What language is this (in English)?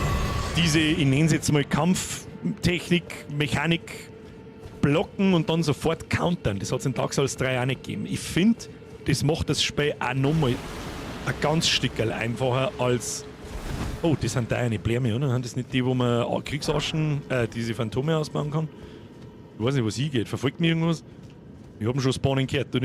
Bavarian